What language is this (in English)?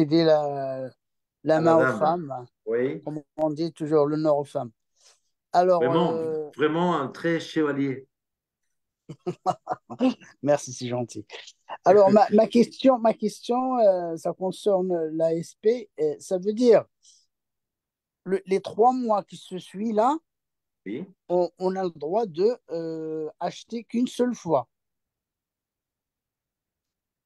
French